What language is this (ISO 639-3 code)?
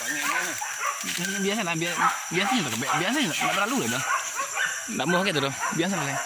min